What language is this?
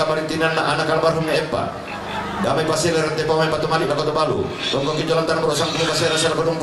Toraja-Sa'dan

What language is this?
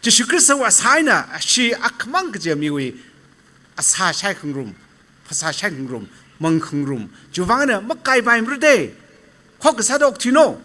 Tangkhul Naga (India)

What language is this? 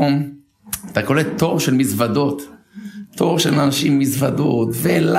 Hebrew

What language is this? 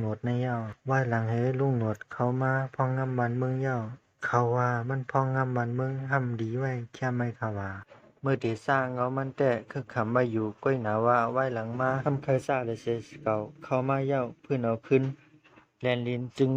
Shan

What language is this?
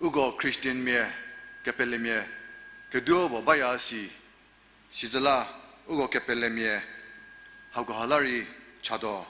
Angami Naga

